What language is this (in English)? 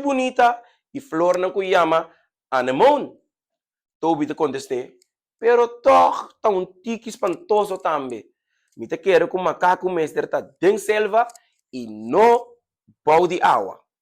Papiamento